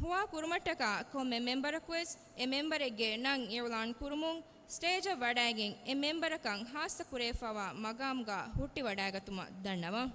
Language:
Divehi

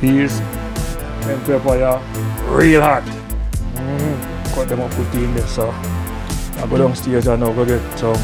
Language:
Jamaican Creole English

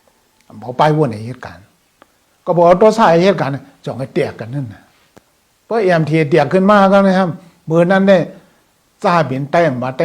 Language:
Shan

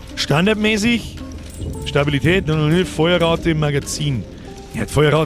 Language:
Bavarian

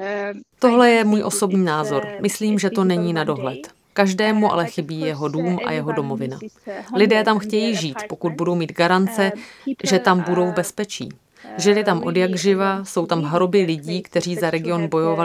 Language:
Czech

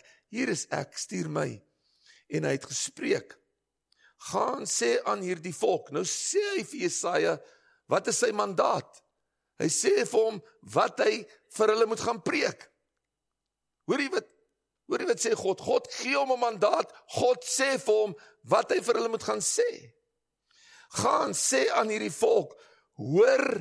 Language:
Afrikaans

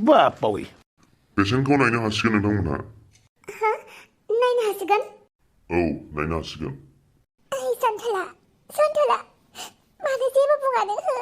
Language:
Bodo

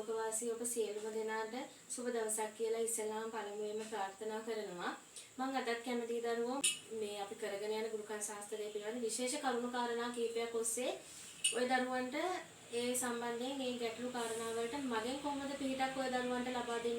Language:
Sinhala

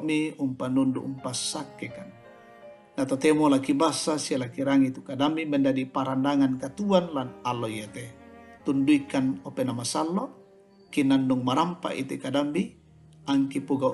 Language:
Toraja-Sa'dan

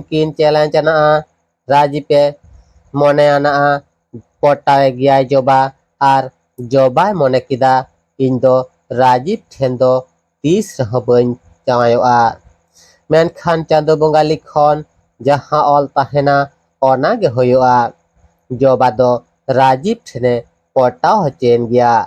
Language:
Santali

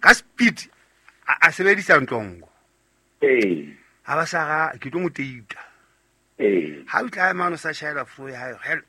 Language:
Southern Sotho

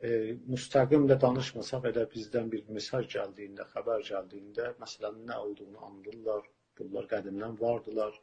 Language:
South Azerbaijani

